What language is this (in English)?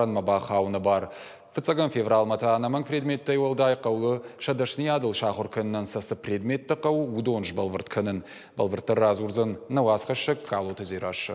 Ossetic